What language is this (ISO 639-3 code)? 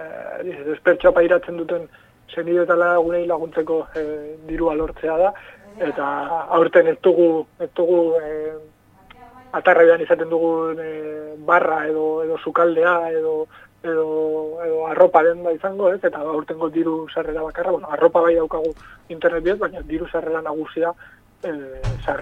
eus